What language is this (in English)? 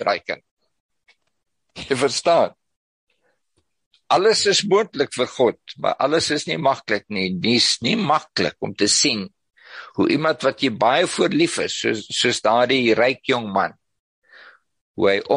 Afrikaans